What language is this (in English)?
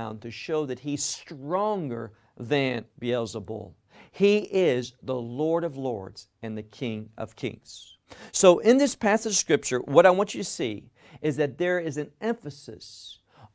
English